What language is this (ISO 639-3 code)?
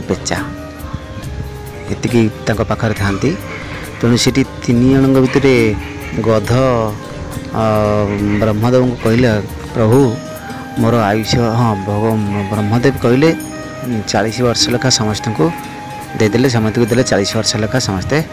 ori